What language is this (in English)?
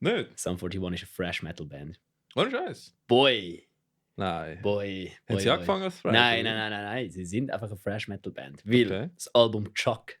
Swiss German